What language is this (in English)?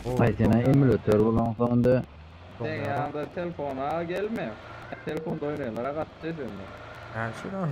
Turkmen